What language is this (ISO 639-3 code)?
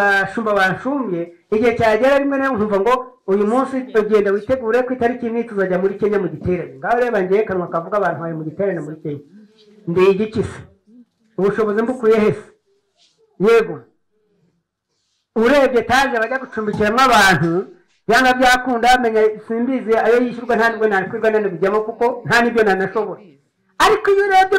kin